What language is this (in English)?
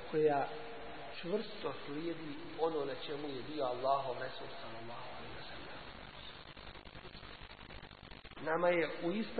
Bosnian